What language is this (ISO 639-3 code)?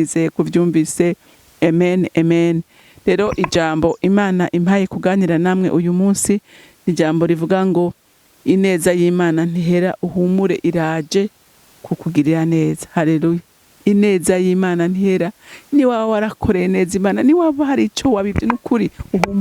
run